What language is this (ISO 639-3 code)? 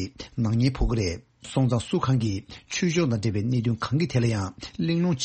bod